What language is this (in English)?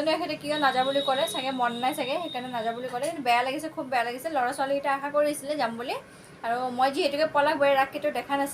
Assamese